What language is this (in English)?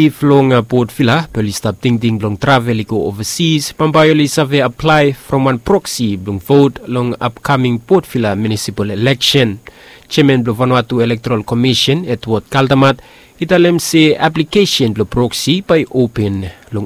Bislama